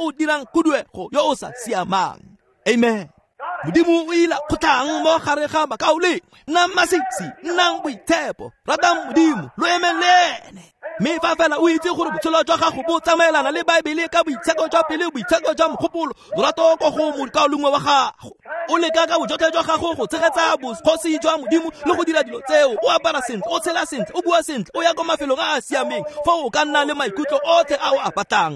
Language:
Tswana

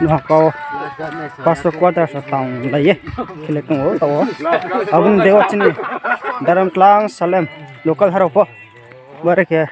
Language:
Riang (India)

